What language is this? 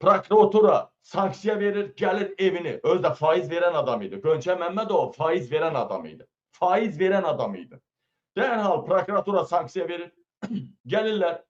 Azerbaijani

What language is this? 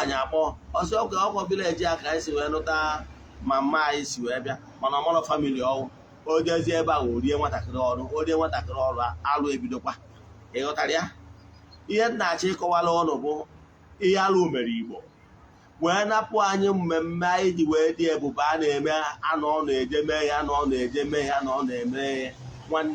Igbo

